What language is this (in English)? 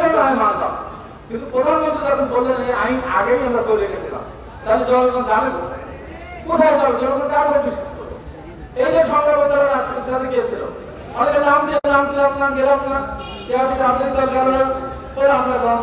Bangla